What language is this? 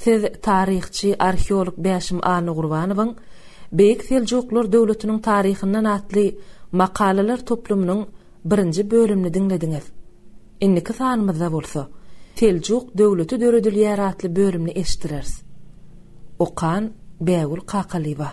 Turkmen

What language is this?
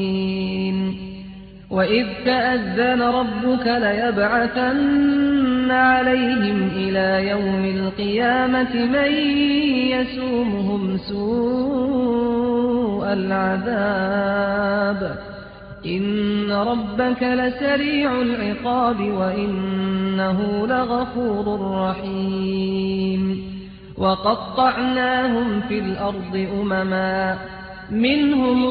Arabic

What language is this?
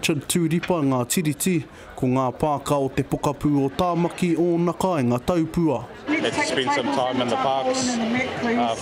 Māori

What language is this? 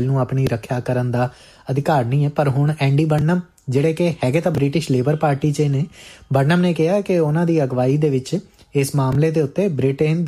Punjabi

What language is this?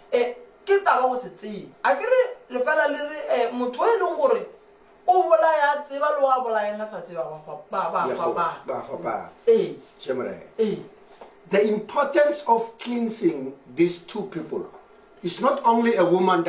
Northern Sotho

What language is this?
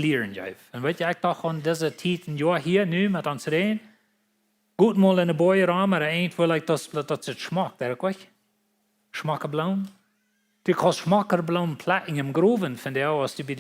Plautdietsch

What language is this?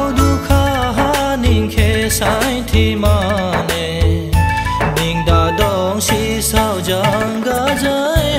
Dimasa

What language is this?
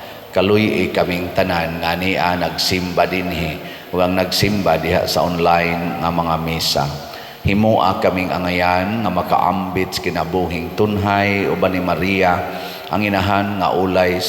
Cebuano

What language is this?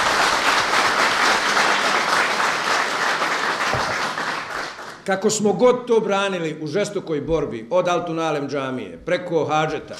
Bosnian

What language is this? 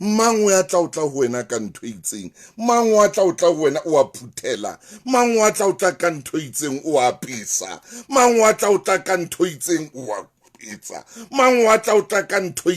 Southern Sotho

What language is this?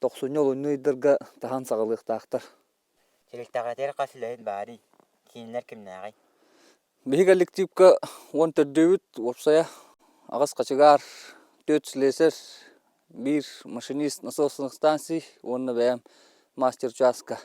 Yakut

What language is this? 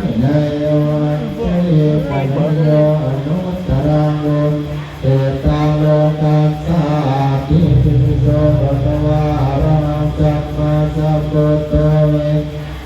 Pali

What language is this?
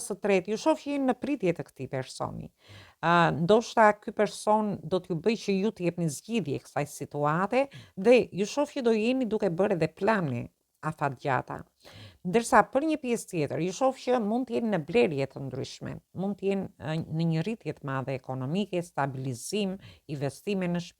Albanian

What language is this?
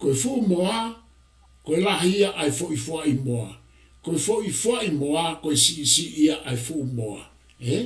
Tongan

